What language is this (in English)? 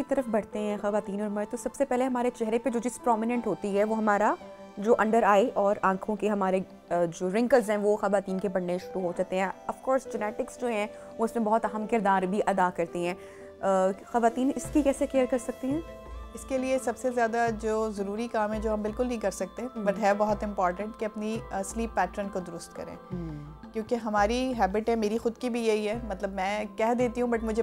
Hindi